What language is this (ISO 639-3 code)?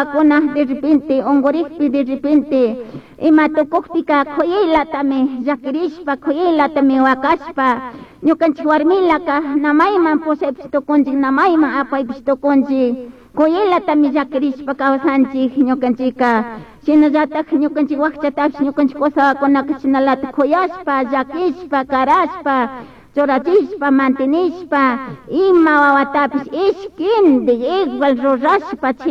qug